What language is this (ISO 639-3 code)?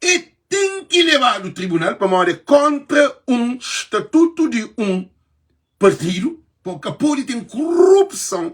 kea